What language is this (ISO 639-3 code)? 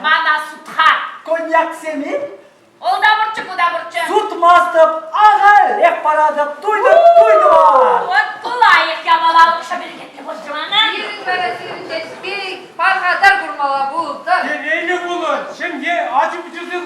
chv